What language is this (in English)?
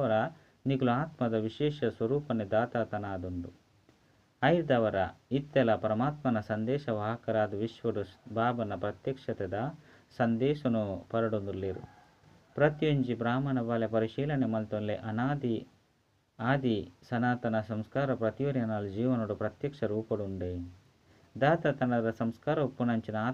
Tulu